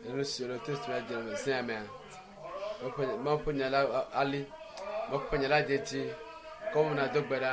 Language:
Ewe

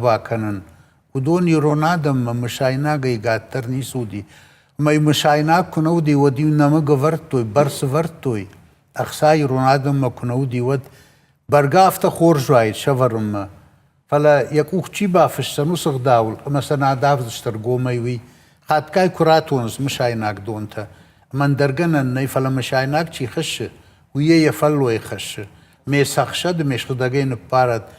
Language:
Ossetic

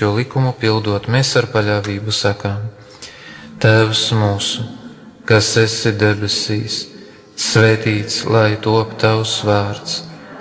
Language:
Latvian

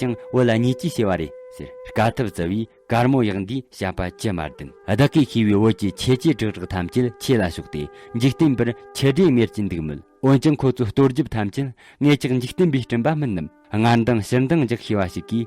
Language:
Tibetan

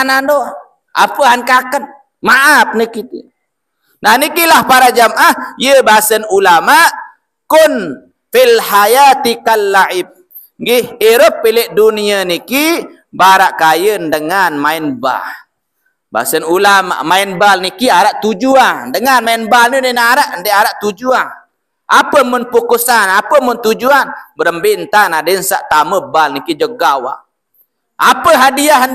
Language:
Sasak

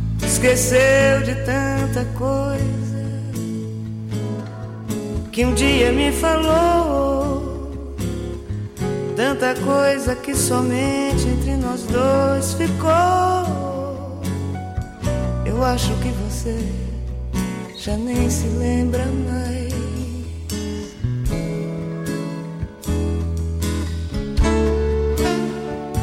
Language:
Portuguese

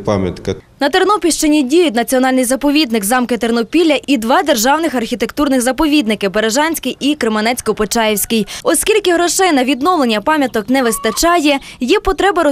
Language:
Ukrainian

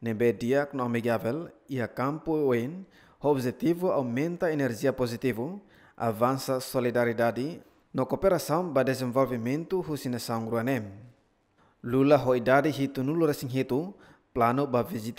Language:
Tetum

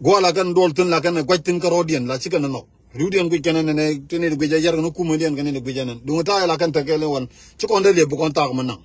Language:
Nuer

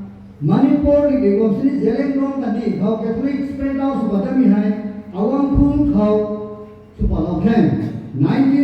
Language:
Rongmei Naga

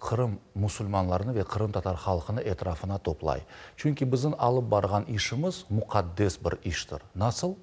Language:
Crimean Tatar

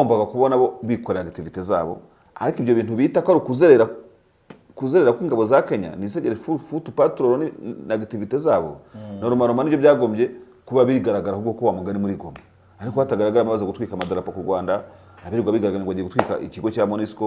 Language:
Kinyarwanda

